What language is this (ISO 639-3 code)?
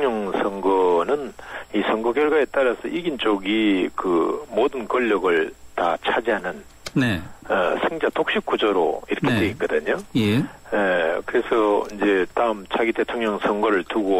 kor